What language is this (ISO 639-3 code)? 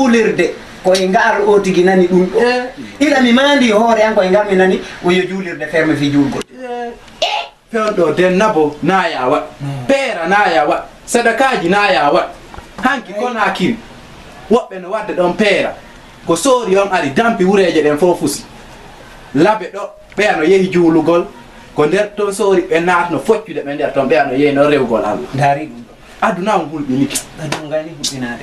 ful